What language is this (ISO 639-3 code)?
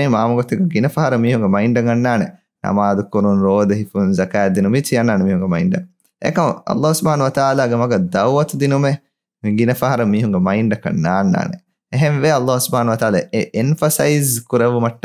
div